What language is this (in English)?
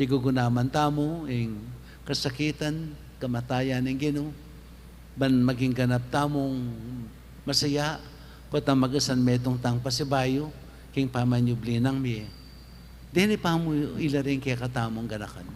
Pampanga